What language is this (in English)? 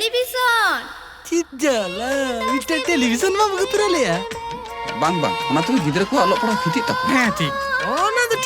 Santali